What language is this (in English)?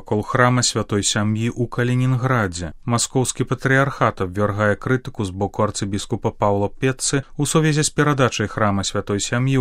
Belarusian